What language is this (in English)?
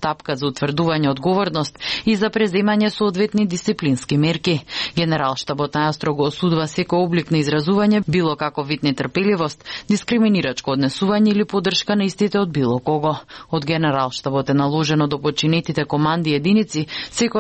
Macedonian